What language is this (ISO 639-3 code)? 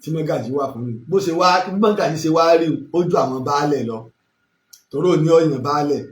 yor